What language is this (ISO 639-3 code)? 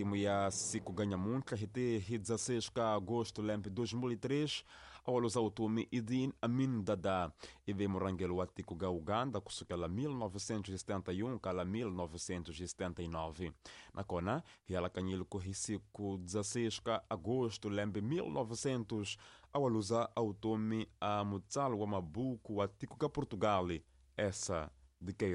tso